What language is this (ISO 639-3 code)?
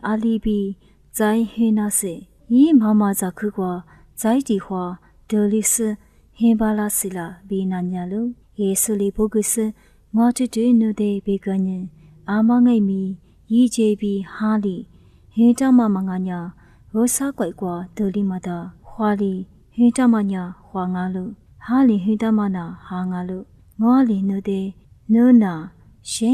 lis